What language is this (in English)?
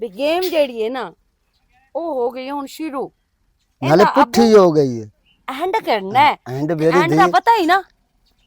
Western Panjabi